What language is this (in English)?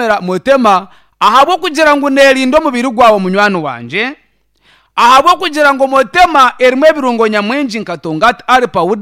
Nyankole